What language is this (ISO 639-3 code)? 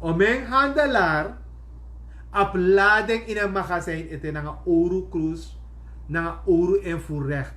srn